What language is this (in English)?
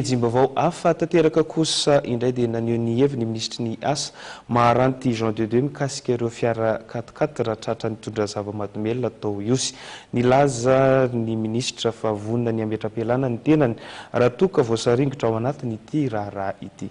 Malagasy